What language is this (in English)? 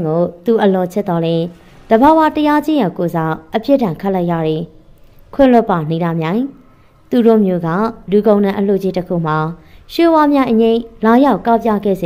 Burmese